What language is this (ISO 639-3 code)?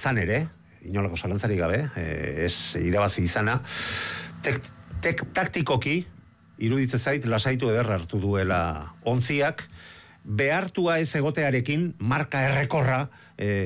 eus